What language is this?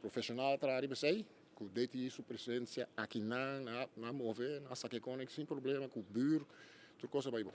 Papiamento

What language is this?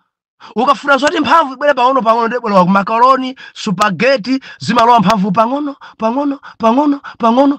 Nyanja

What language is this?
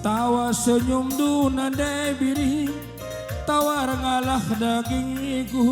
Batak Karo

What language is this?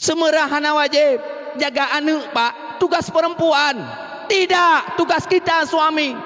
Achinese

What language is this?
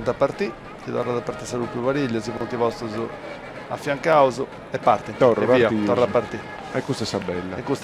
Sardinian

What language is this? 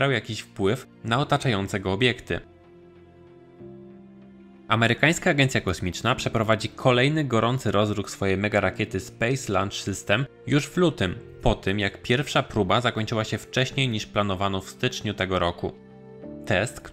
Polish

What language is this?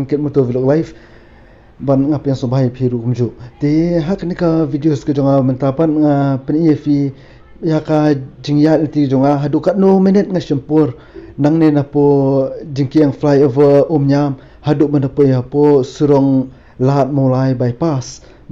Khasi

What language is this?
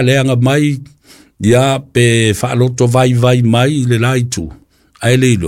Samoan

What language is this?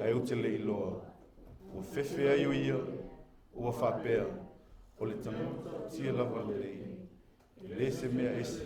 Samoan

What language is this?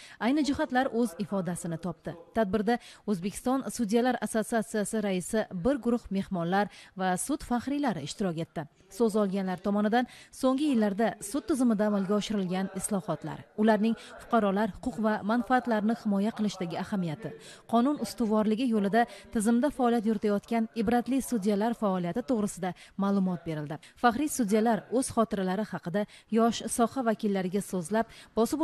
Uzbek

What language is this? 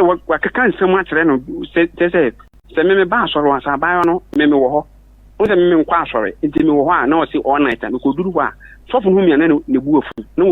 Akan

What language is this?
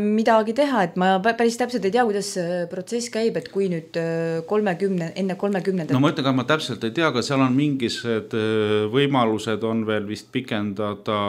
Estonian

